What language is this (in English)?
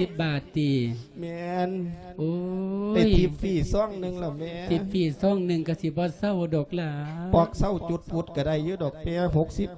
Lao